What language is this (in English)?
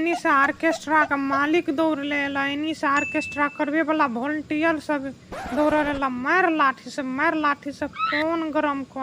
Maithili